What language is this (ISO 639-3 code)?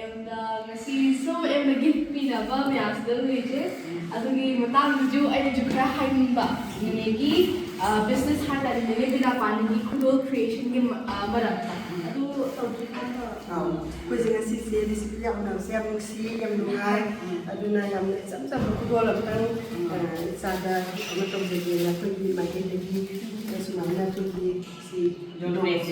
mni